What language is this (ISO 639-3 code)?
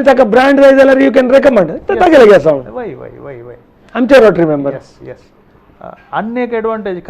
kok